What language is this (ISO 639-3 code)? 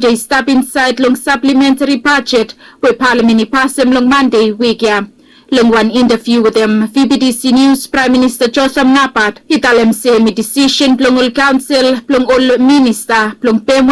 bis